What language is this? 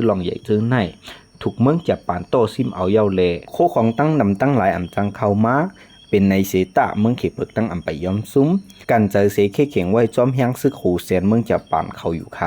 Shan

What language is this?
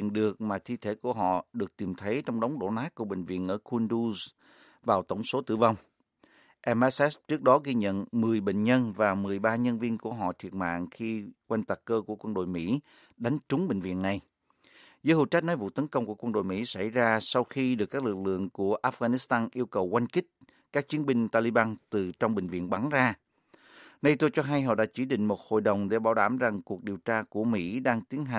Vietnamese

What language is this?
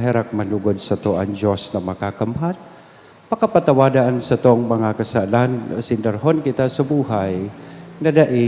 Bikol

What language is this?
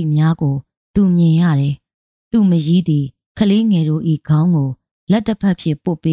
Burmese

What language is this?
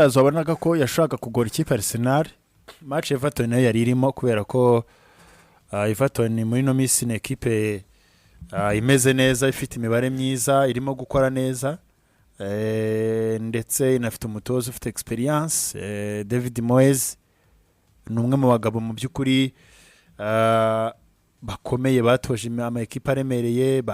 Kinyarwanda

